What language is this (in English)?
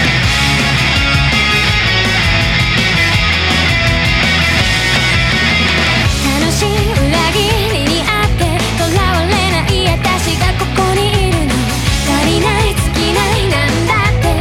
Japanese